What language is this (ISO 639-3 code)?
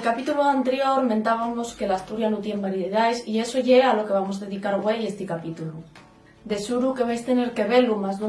ast